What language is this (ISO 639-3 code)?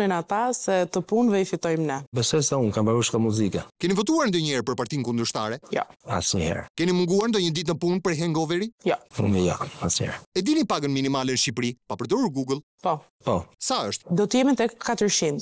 sqi